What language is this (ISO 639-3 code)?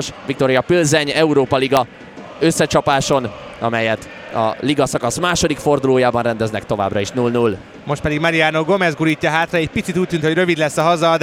hun